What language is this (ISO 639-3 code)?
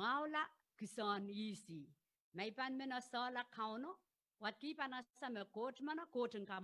pon